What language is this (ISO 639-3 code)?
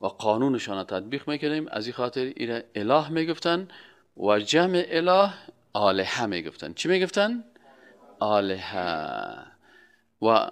fas